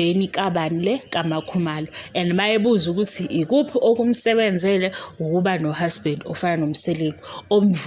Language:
Zulu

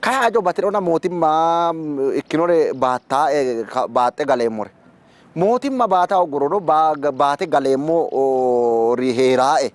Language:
Sidamo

